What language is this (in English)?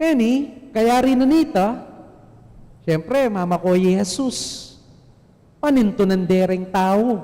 Pampanga